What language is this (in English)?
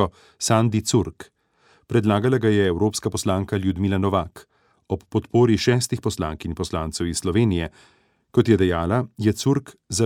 Slovenian